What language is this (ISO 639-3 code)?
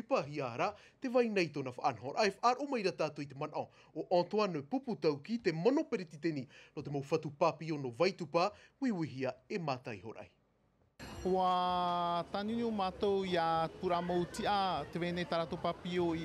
tah